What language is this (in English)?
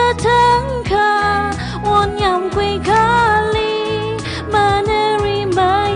Tangkhul Naga (India)